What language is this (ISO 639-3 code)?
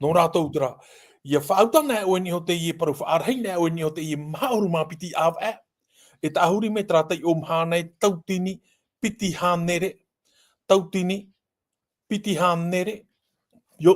tah